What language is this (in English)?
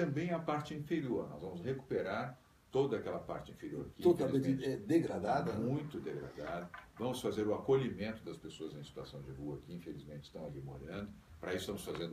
Portuguese